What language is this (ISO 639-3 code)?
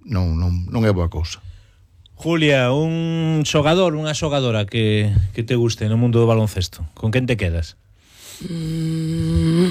glg